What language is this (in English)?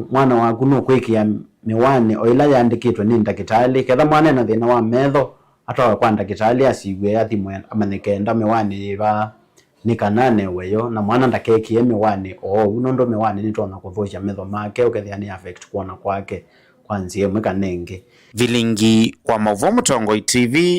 Kamba